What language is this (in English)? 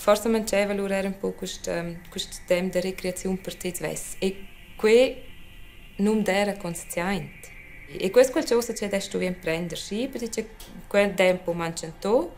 Romansh